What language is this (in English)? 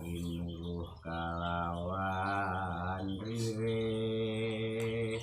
Javanese